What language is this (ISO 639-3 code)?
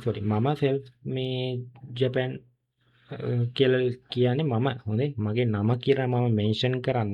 sin